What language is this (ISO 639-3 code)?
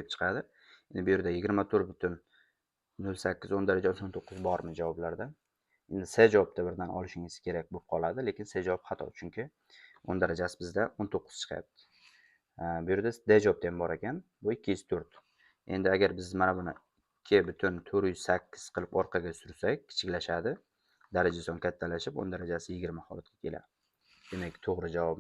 uzb